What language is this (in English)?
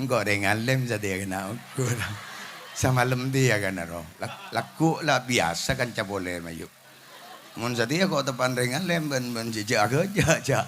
Madurese